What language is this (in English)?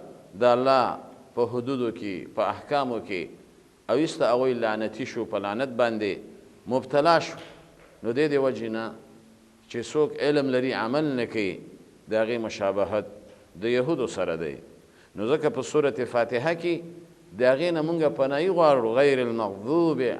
Pashto